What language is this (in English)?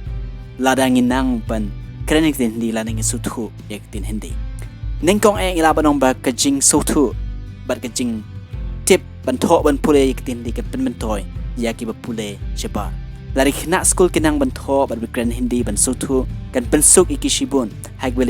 Khasi